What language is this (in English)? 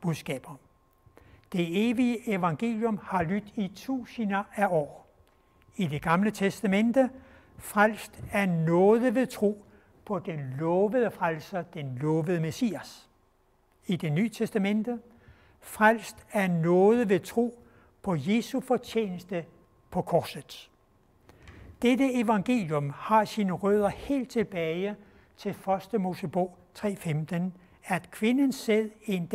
Danish